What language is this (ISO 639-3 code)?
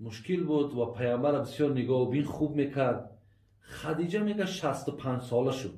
tgk